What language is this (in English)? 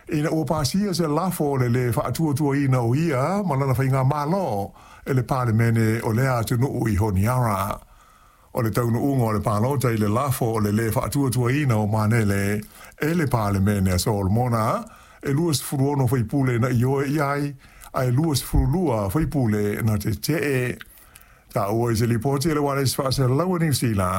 Samoan